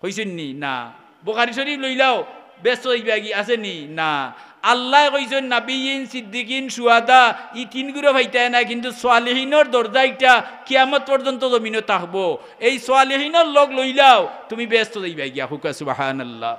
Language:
Sylheti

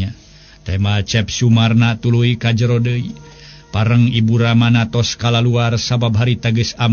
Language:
Sundanese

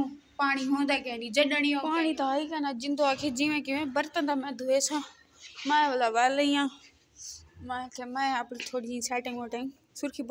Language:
Saraiki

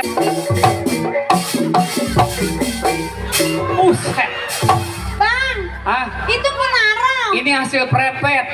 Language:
Betawi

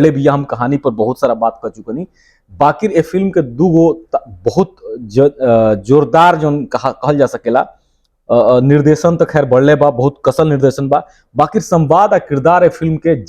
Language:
Bhojpuri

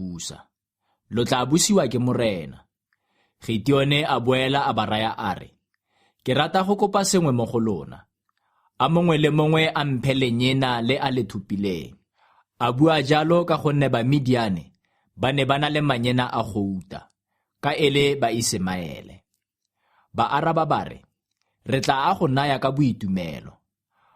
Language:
Tswana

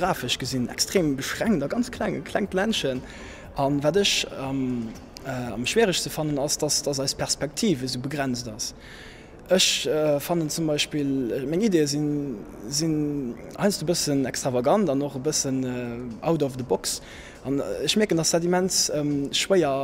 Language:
Luxembourgish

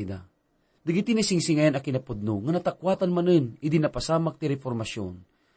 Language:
Iloko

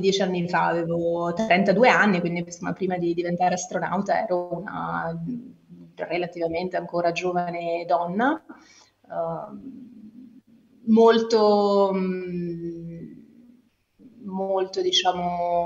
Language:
Italian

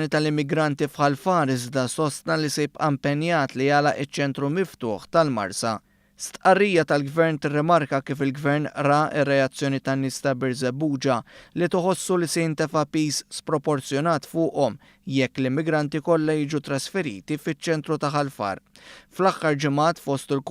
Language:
Maltese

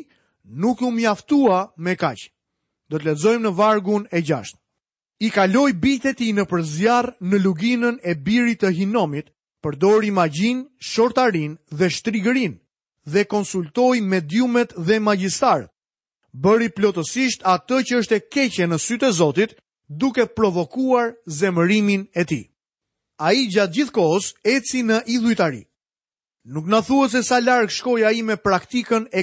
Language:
Albanian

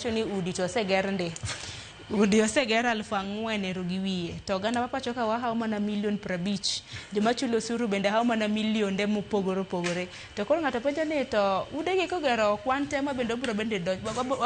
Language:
Luo (Kenya and Tanzania)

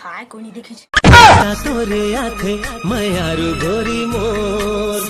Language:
Chhattisgarhi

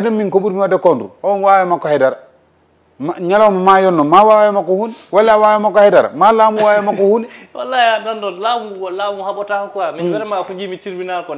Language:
Fula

